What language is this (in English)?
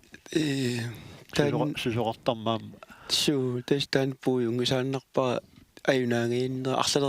Kalaallisut